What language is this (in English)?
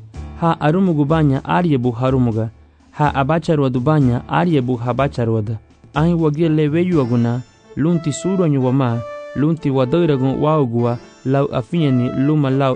Garifuna